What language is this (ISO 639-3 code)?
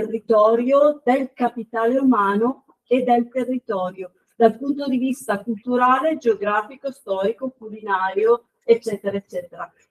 ita